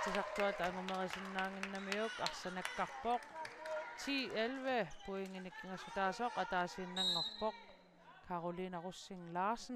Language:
Kalaallisut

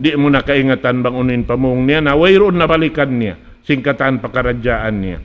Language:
Tausug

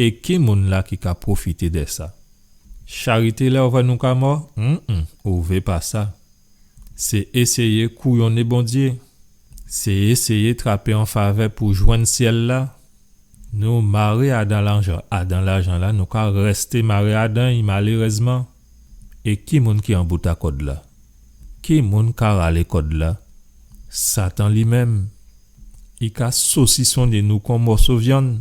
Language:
Guadeloupean Creole French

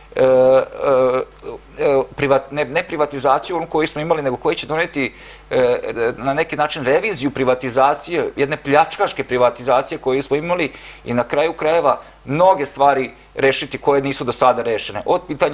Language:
Serbian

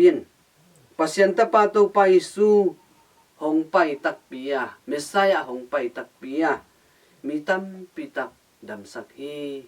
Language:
Tedim Chin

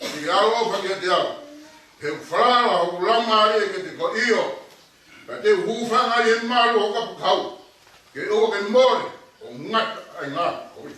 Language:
Tongan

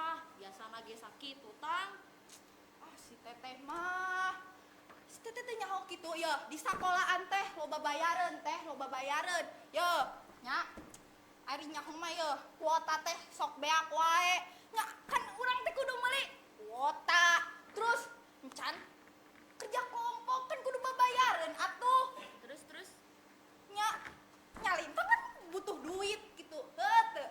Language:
Sundanese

